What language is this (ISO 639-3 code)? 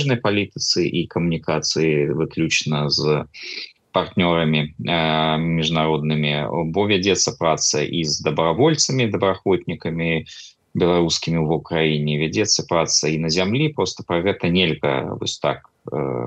bel